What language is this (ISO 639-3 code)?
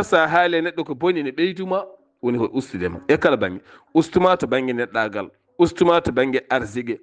ful